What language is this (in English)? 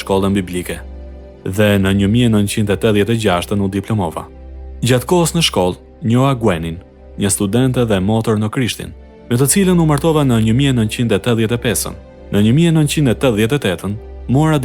Albanian